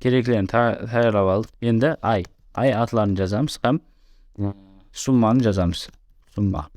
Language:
Kara-Kalpak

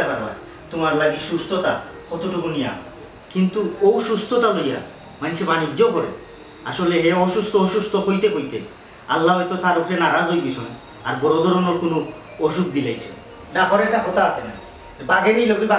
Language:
Sylheti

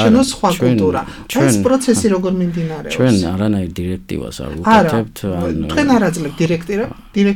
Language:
Georgian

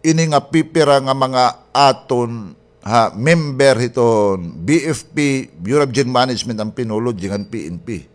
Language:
Waray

